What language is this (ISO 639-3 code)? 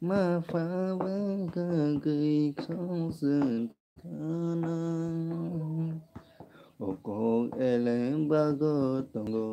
trp